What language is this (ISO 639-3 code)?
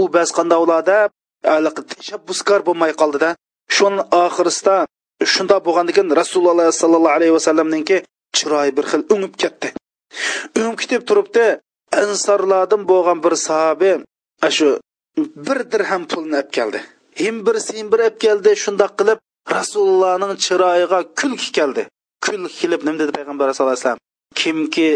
uig